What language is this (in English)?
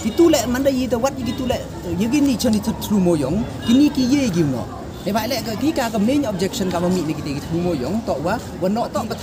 Pnar